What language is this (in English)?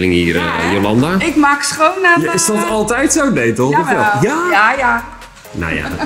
Dutch